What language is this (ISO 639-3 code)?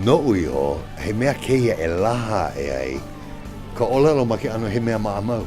haw